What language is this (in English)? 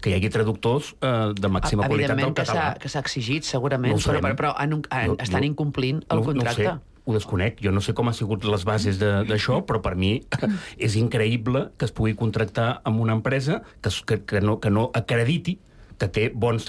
Catalan